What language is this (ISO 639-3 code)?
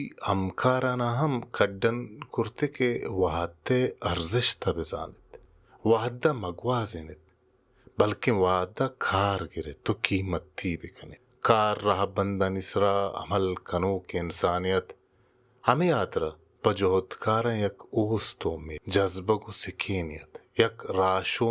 bal